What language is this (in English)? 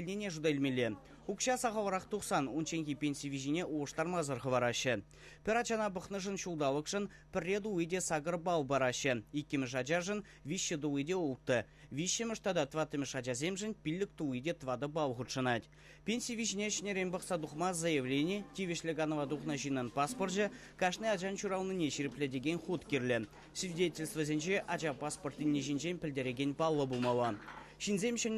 Chuvash